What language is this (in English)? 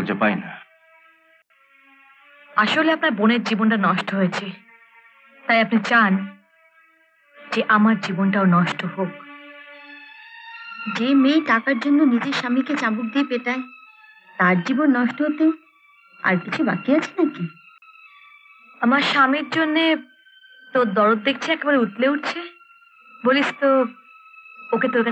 Bangla